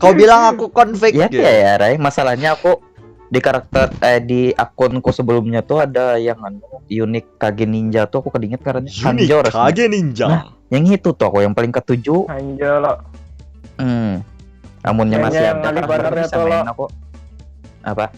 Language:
Banjar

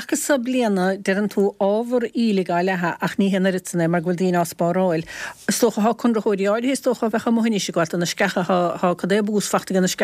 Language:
Irish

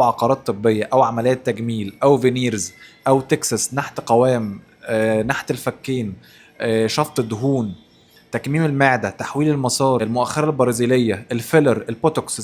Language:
Egyptian Arabic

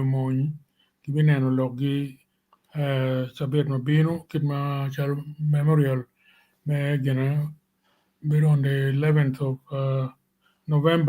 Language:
Acoli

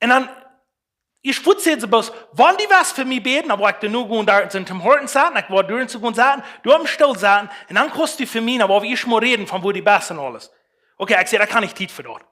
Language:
Plautdietsch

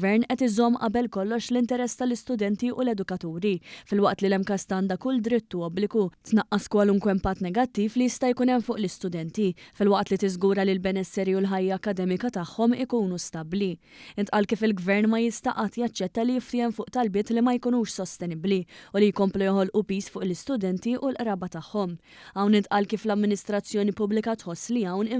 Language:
Maltese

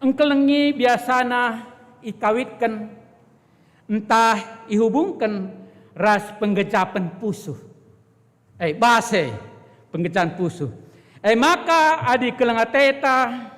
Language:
Batak Karo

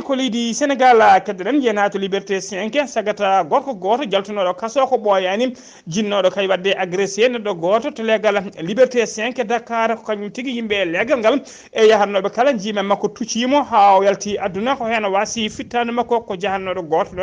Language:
Fula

